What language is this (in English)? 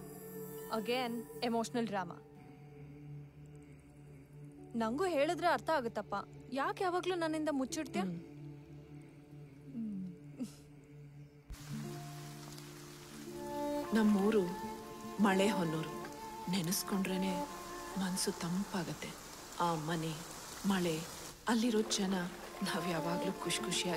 Kannada